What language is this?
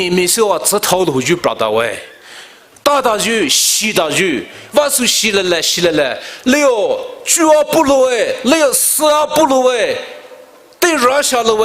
Poumei Naga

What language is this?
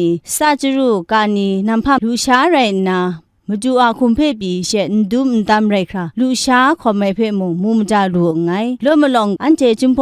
Kachin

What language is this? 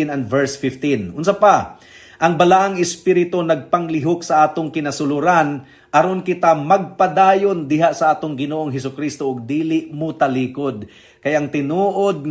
Cebuano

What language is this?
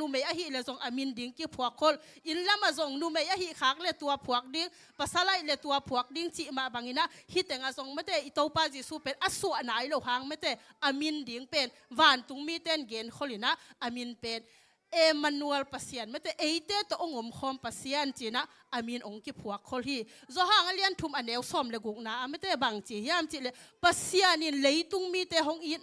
Tedim Chin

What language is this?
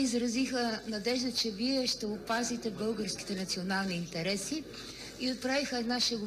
Bulgarian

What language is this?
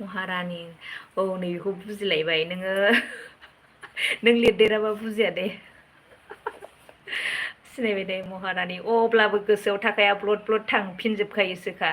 Bodo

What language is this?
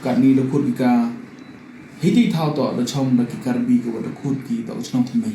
Pnar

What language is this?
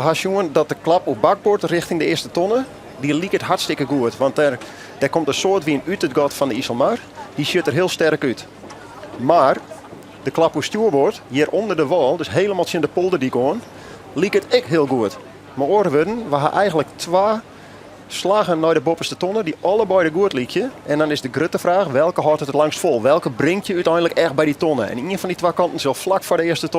Western Frisian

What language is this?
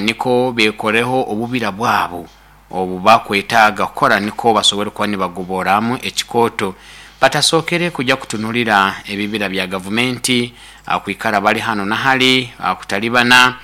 Nyankole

